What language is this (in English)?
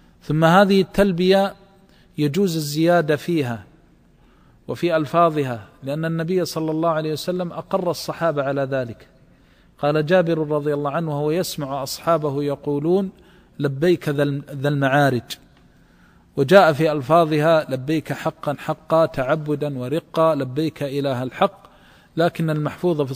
Arabic